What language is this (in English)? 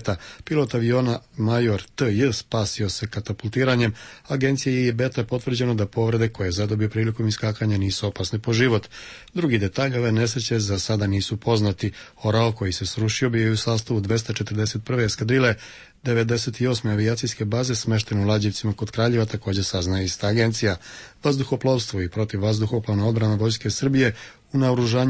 Serbian